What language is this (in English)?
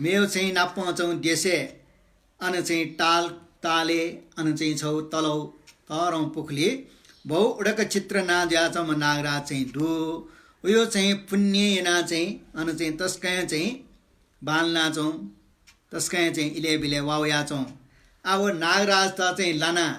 Newari